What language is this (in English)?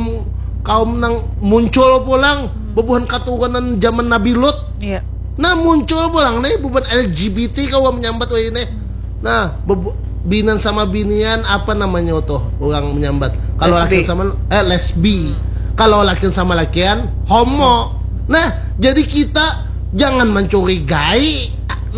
Banjar